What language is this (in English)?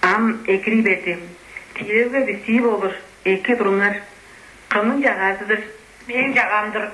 Tuvinian